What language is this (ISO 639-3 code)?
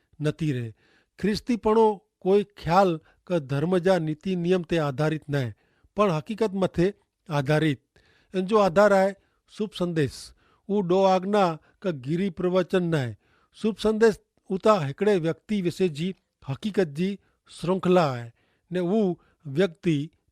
kfr